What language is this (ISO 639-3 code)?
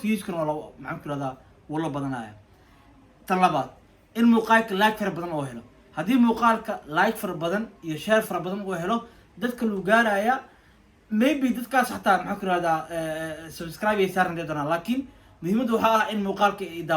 som